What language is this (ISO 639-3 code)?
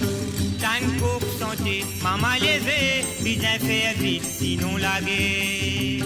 mfe